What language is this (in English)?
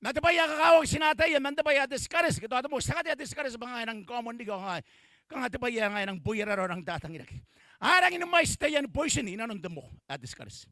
Gilbertese